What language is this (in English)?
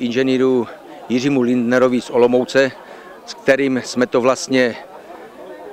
Czech